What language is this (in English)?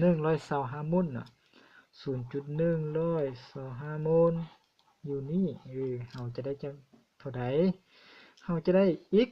Lao